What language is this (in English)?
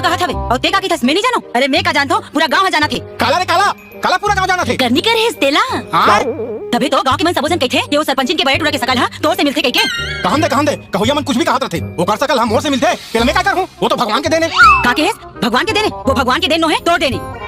Chhattisgarhi